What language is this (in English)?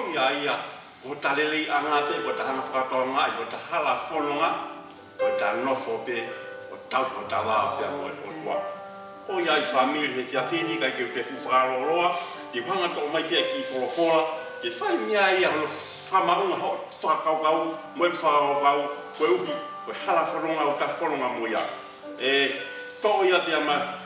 Tongan